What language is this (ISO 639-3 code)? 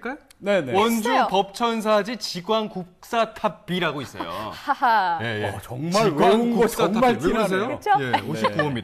kor